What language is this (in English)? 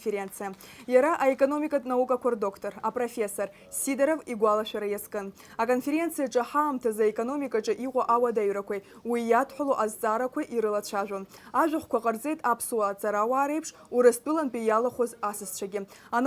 Abkhazian